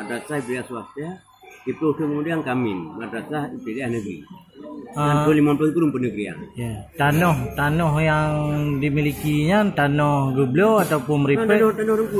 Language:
Achinese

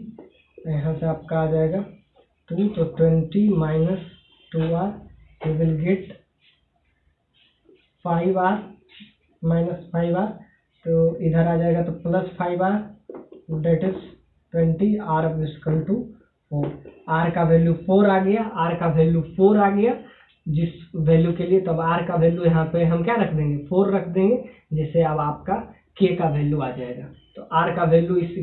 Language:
Hindi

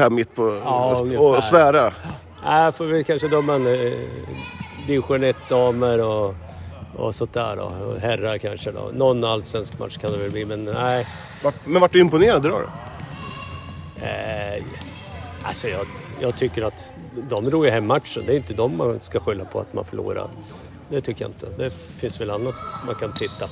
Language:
Swedish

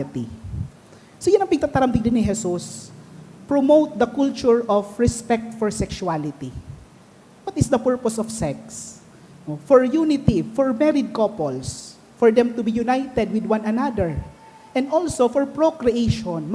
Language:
Bikol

